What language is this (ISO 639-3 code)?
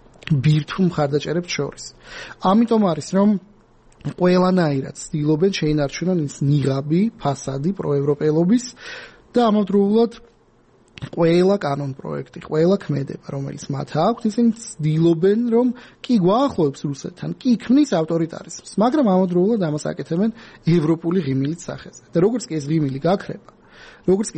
kat